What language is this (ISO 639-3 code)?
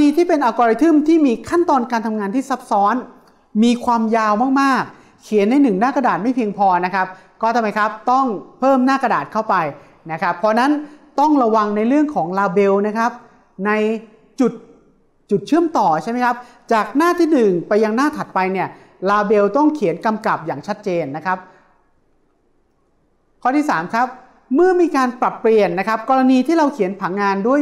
tha